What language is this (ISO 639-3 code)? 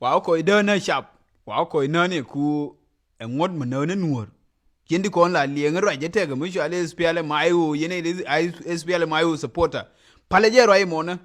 nus